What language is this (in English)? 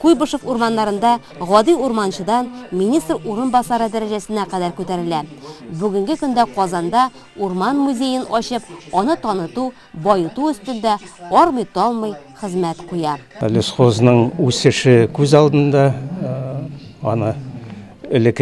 Tatar